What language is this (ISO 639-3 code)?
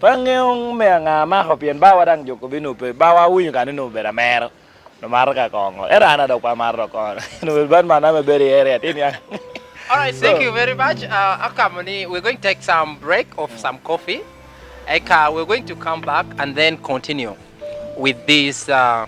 laj